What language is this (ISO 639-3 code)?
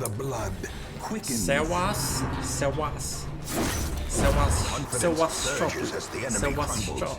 rue